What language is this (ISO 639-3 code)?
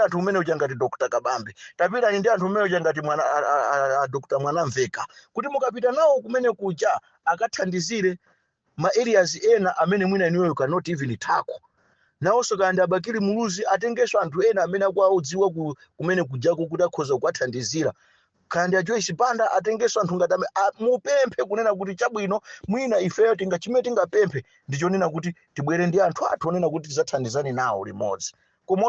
nya